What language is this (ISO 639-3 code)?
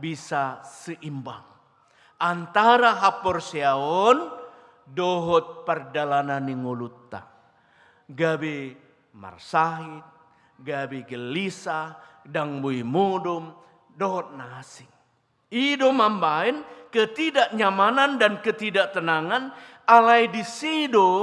bbc